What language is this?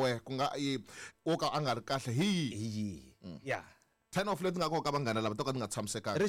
Tsonga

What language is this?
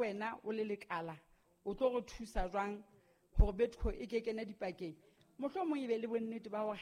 Southern Sotho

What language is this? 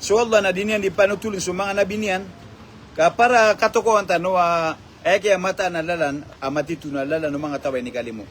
Maranao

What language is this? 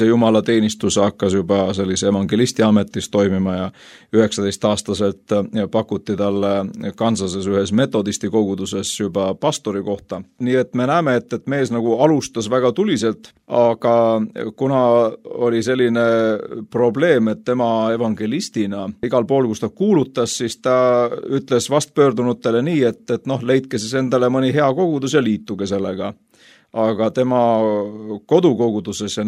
Estonian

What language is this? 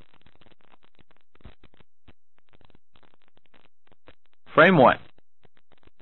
Chinese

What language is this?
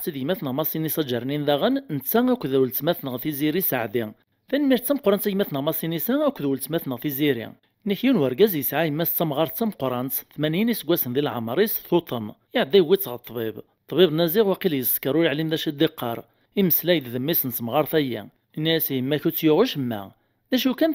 Kabyle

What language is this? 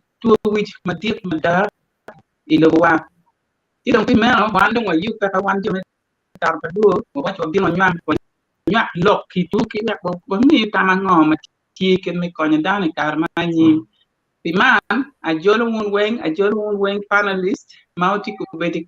Acoli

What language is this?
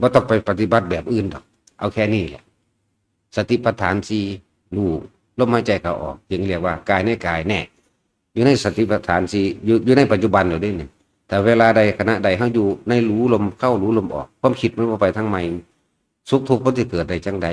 Northeastern Thai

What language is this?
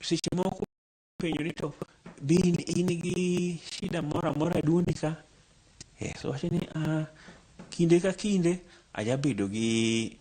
Luo (Kenya and Tanzania)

